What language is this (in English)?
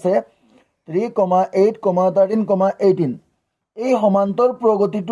Assamese